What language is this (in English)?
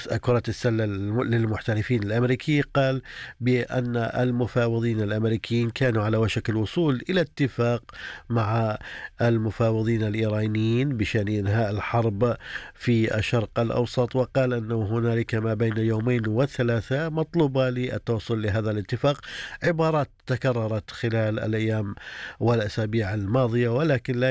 Arabic